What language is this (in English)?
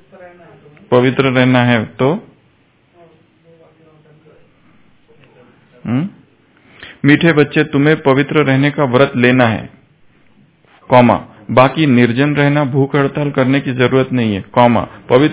Hindi